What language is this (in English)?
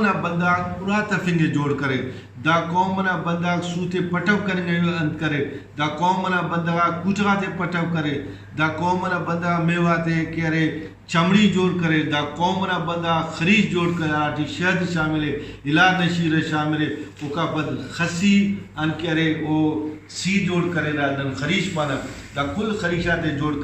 Brahui